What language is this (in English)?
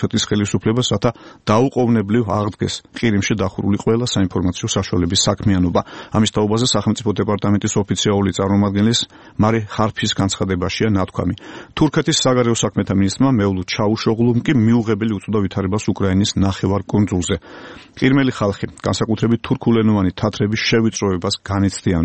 Georgian